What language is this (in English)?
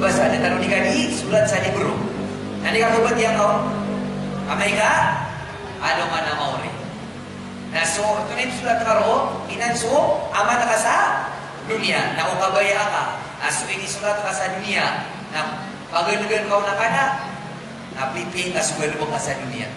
Maranao